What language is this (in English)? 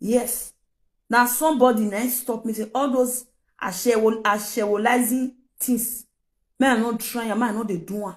Nigerian Pidgin